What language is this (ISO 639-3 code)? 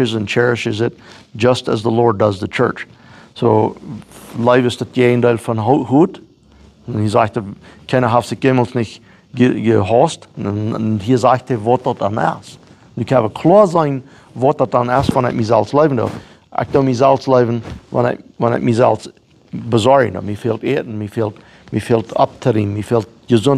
pdt